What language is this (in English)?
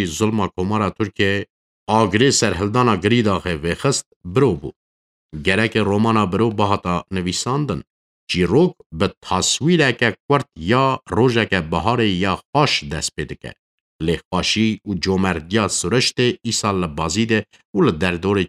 Kurdish